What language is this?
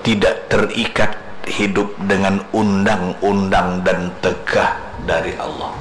Banjar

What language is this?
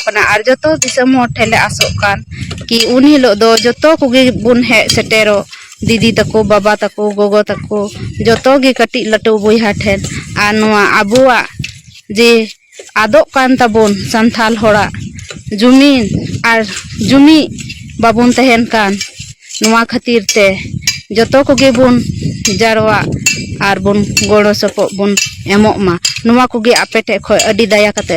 Santali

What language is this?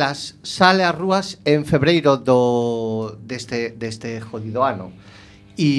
Galician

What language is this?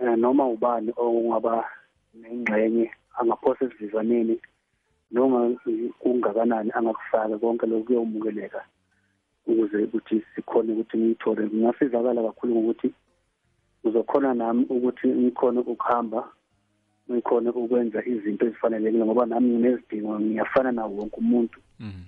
South Ndebele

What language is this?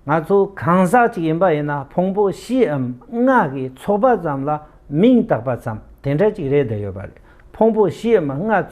Tibetan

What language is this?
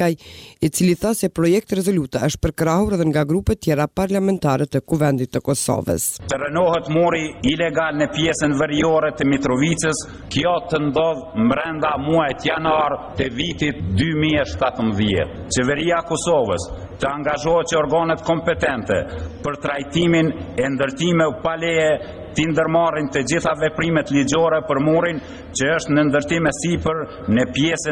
Albanian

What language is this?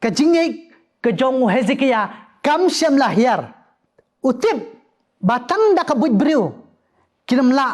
Khasi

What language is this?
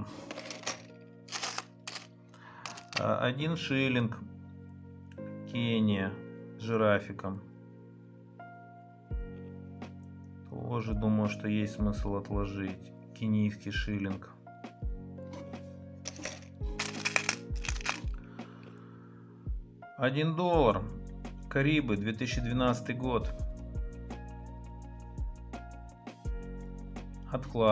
Russian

